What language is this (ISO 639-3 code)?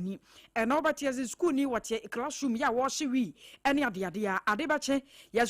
aka